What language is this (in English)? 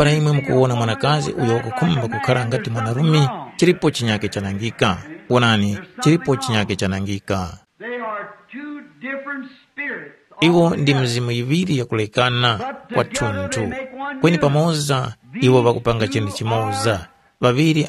Tumbuka